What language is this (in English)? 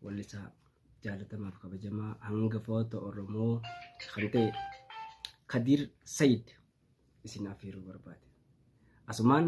Oromo